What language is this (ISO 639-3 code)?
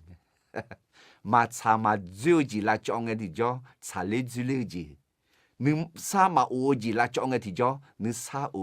ahk